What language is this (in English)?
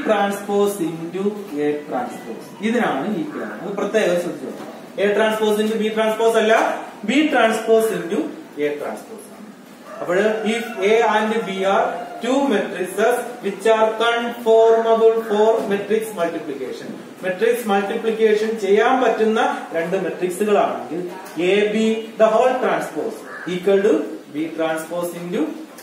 Malayalam